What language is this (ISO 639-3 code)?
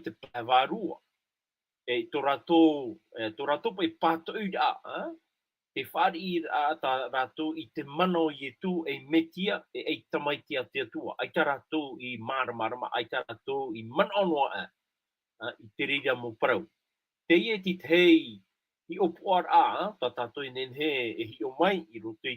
tah